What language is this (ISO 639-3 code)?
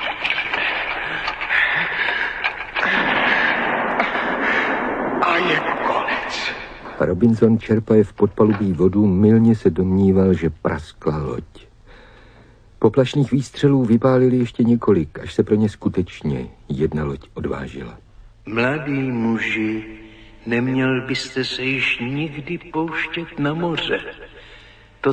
ces